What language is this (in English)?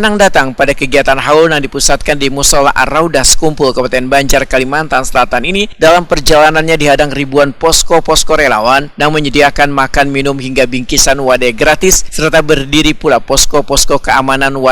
Banjar